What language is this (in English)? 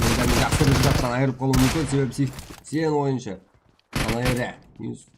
Kara-Kalpak